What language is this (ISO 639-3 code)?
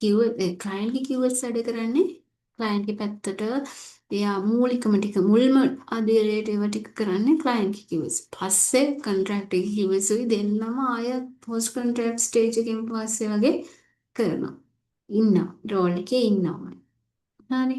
sin